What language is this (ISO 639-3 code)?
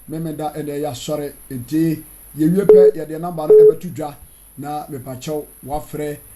aka